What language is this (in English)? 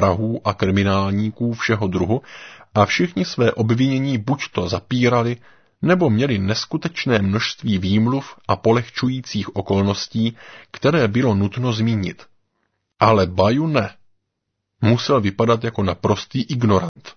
Czech